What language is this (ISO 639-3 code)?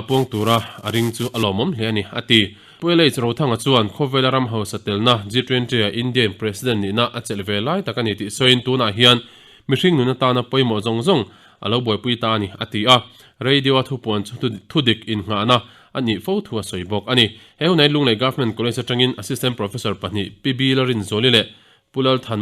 lus